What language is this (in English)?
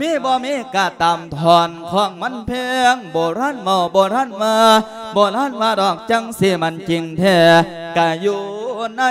Lao